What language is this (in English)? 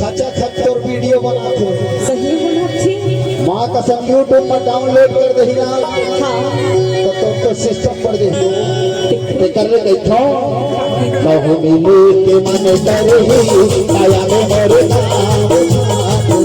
Chhattisgarhi